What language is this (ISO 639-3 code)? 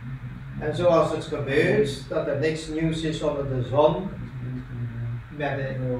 nld